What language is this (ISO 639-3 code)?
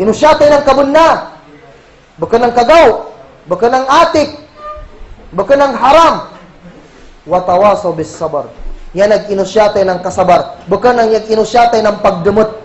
kll